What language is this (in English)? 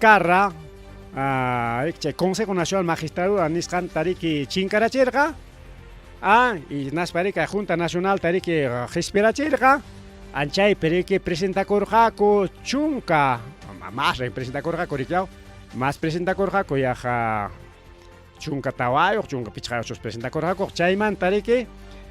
Ayacucho Quechua